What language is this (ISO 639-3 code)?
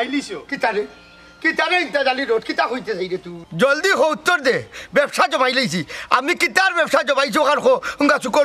syl